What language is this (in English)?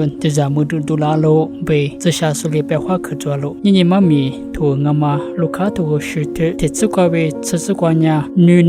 Lisu